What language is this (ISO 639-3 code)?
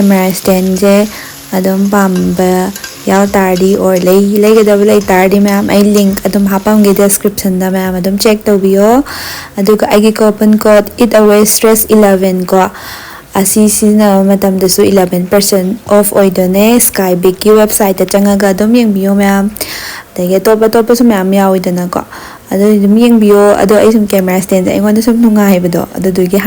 mni